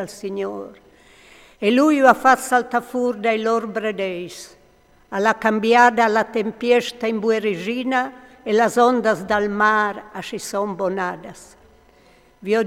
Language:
Friulian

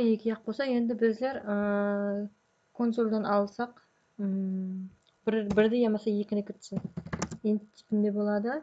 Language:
Kara-Kalpak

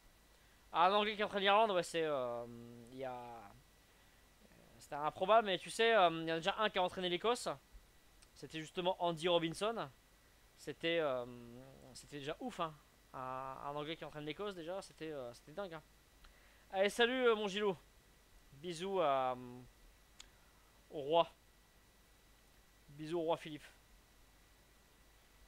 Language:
French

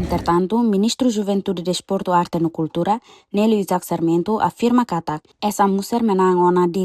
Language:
Tetum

